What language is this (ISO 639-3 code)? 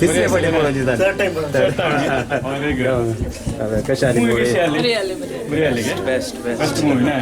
kok